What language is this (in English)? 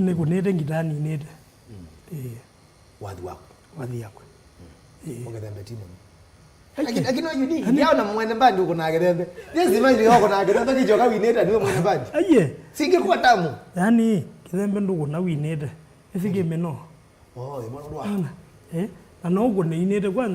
Kamba